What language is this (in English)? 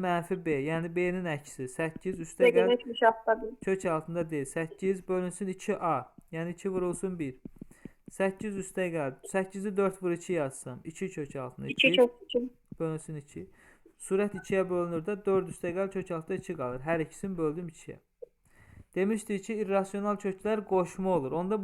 Azerbaijani